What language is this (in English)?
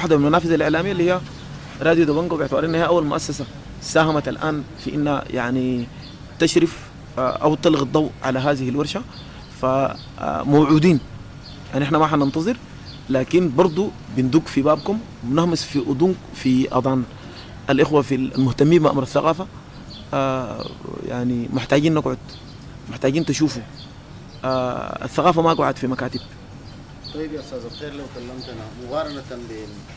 Sudanese Arabic